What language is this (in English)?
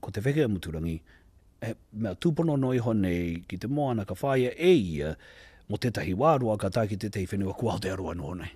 Māori